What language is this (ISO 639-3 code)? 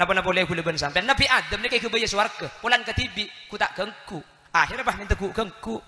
mad